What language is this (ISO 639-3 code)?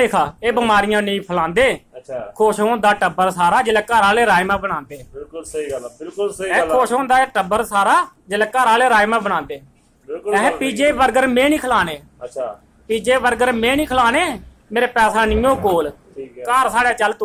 doi